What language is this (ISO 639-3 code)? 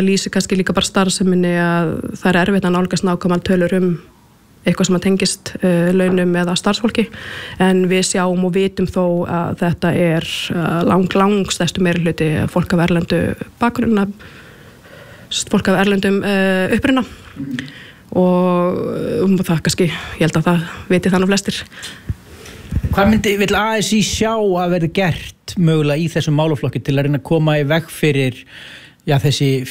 isl